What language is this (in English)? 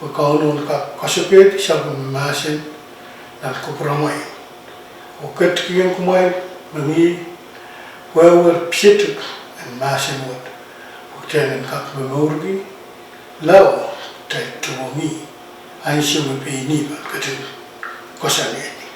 Pohnpeian